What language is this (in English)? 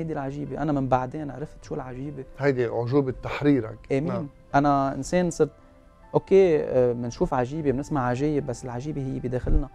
North Levantine Arabic